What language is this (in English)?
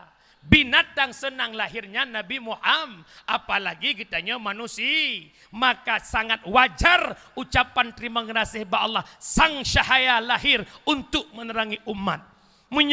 Achinese